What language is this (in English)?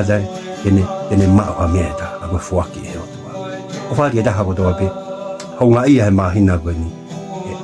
Tongan